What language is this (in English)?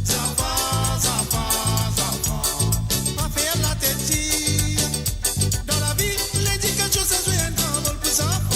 Morisyen